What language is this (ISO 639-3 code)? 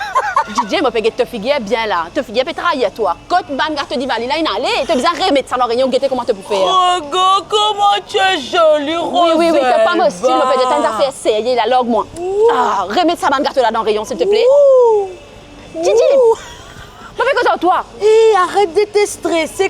mfe